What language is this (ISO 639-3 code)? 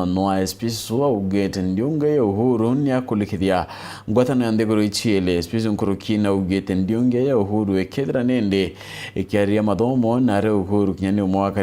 mer